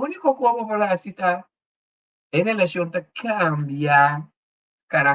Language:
Papiamento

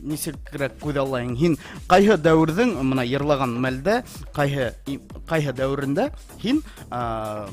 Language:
Bashkir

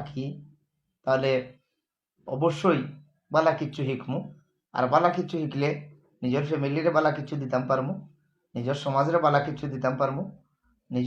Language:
Sylheti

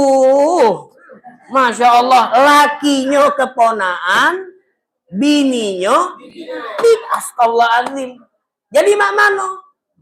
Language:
Musi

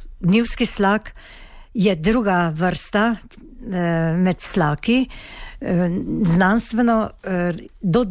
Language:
Slovenian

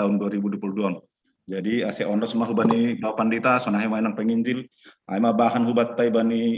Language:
Batak Simalungun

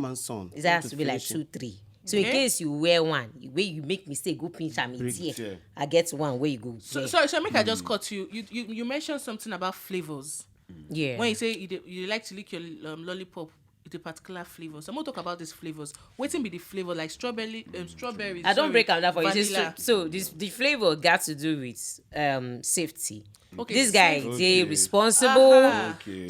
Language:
Nigerian Pidgin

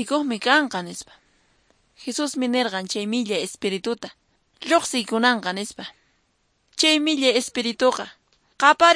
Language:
Quechua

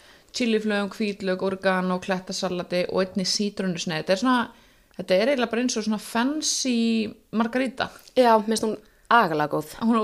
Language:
Icelandic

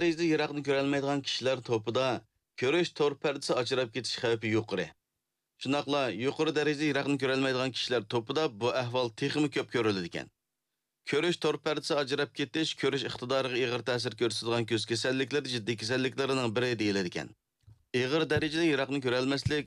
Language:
Uyghur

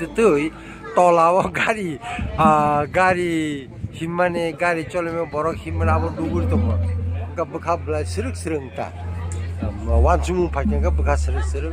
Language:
Kok Borok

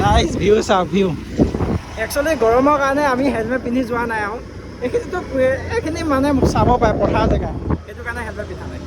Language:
Assamese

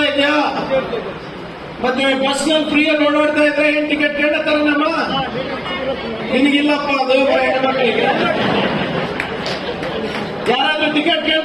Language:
Kannada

